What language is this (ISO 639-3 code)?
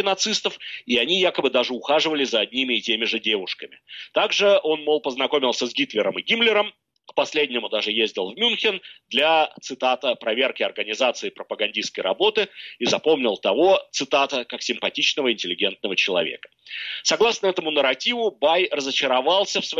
rus